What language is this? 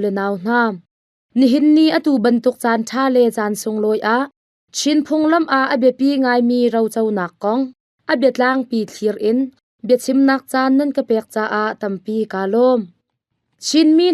Hakha Chin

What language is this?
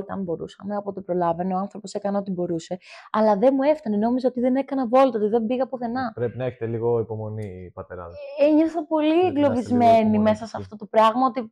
Greek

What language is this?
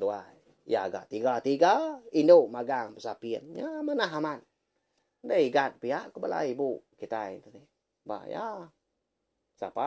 Iban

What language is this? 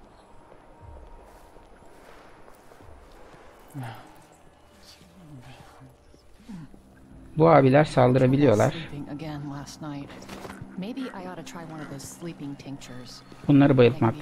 Turkish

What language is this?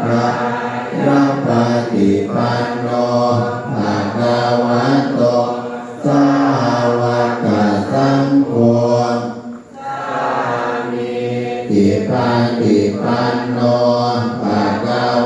Pali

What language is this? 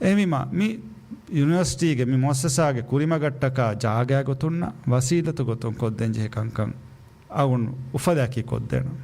Divehi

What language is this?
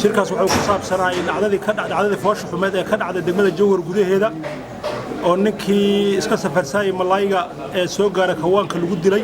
Somali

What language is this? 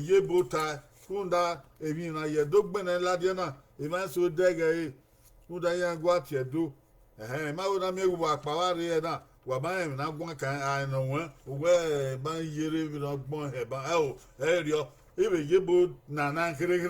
Bini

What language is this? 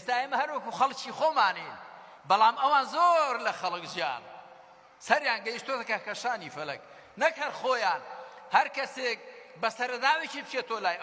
Central Kurdish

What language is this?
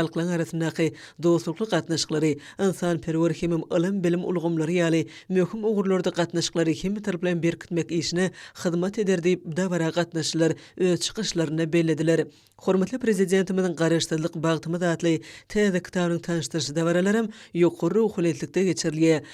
Turkmen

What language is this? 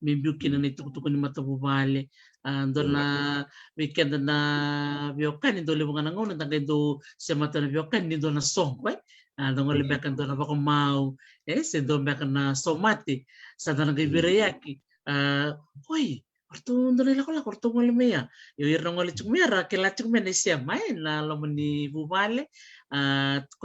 Fijian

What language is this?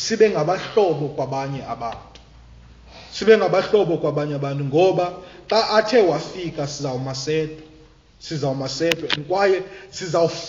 Xhosa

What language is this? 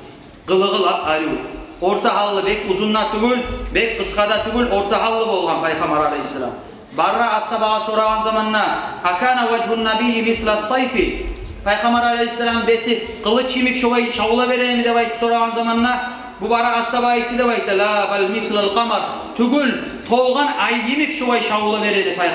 Kumyk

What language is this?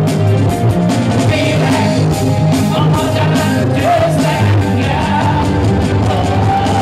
Hungarian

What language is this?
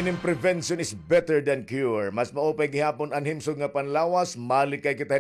Waray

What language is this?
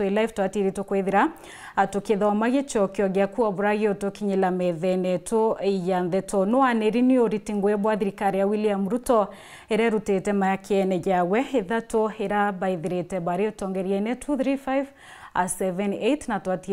Meru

